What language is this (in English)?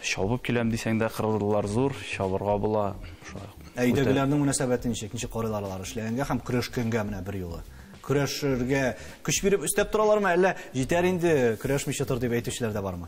Tatar